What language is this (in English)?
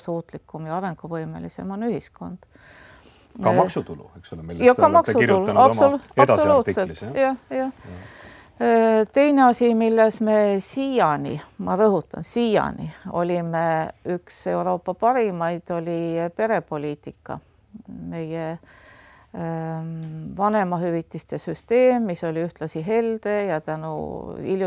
Estonian